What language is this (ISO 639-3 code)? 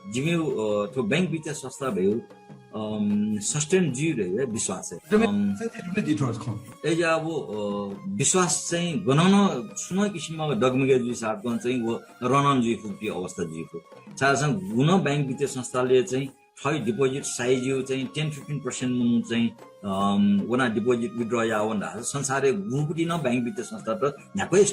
new